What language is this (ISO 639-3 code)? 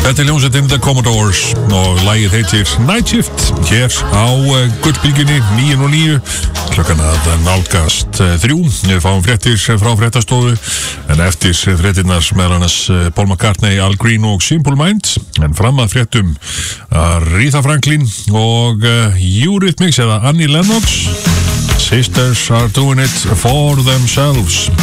isl